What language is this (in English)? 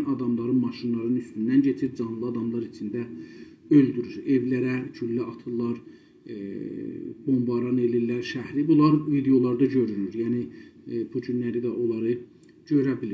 South Azerbaijani